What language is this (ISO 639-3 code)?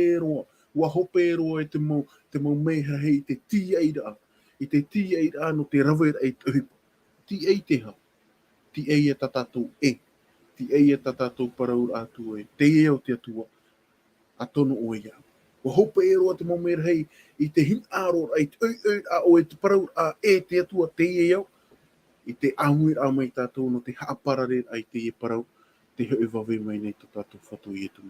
tah